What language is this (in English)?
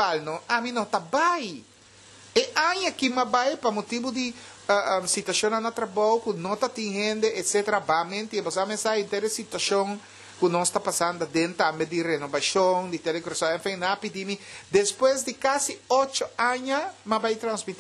Papiamento